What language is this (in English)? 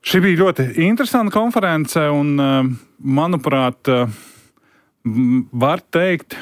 Latvian